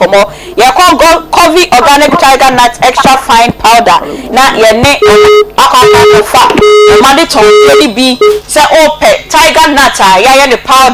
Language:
Akan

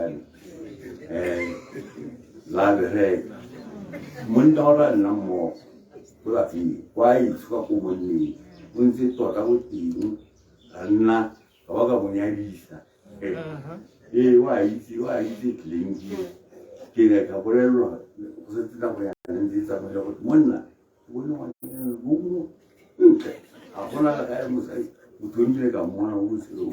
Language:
Tswana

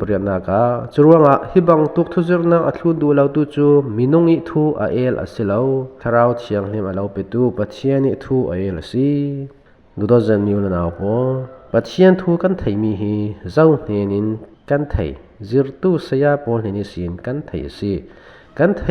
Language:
Falam Chin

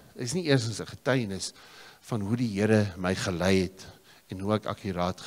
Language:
Afrikaans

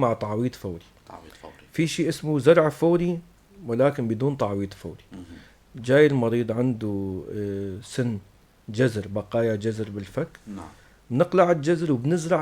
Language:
North Levantine Arabic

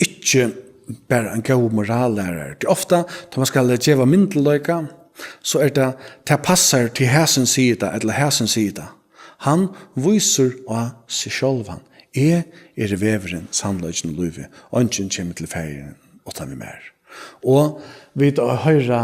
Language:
Faroese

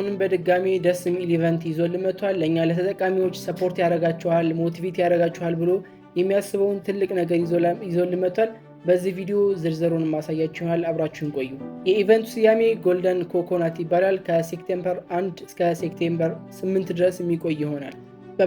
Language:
Amharic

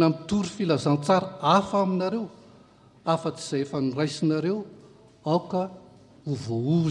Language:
Malagasy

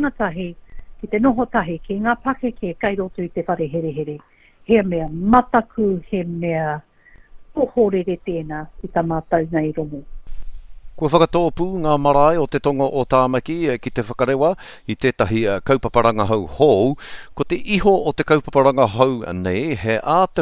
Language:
Māori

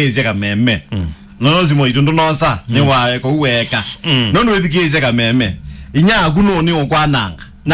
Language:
Kamba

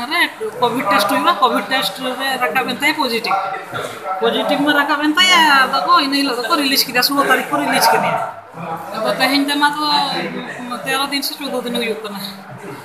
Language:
Santali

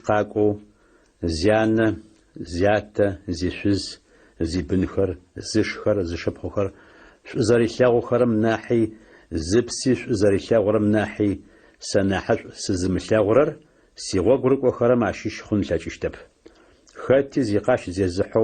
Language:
Adyghe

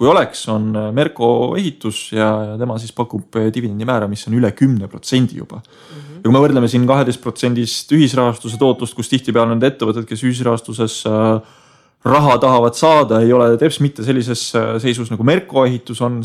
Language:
Estonian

